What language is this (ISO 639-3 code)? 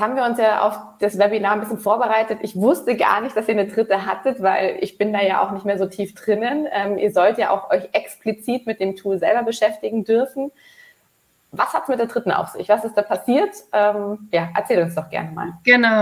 deu